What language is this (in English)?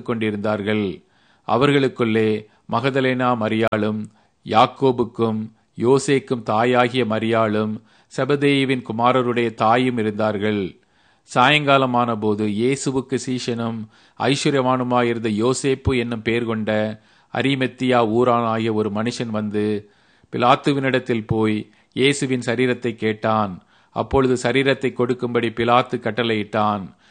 Tamil